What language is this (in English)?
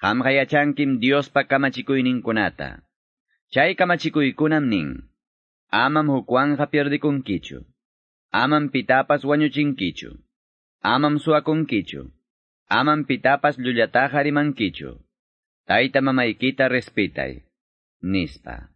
Quechua